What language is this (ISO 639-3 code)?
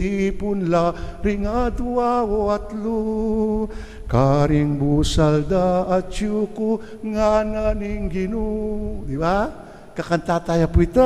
pam